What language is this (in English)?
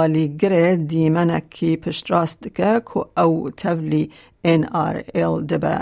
Kurdish